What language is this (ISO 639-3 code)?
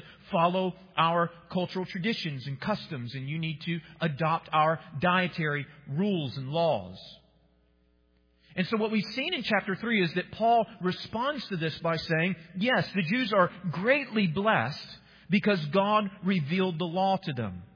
eng